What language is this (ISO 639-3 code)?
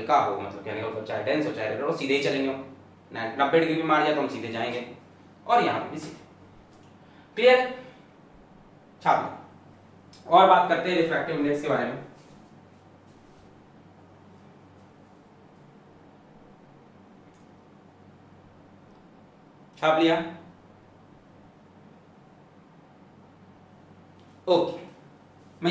hin